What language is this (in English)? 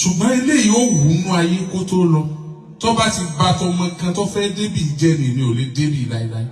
Yoruba